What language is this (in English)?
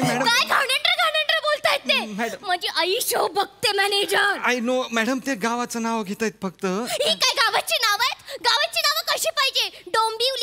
Marathi